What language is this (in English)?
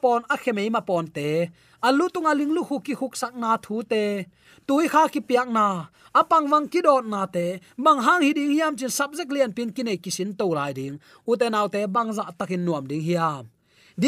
Tedim Chin